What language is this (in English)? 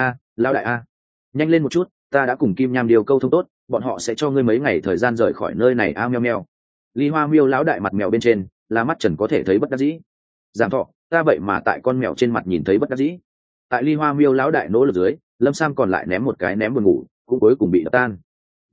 Vietnamese